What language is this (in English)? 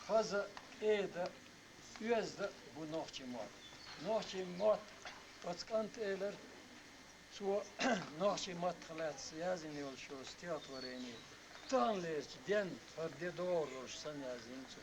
Chechen